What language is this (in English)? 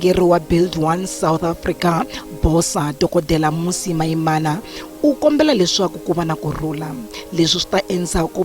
Tsonga